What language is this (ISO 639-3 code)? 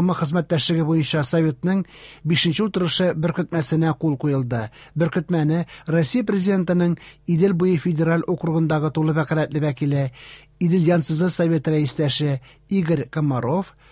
tat